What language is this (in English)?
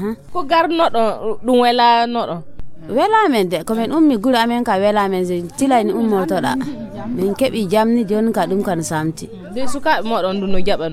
Nigerian Fulfulde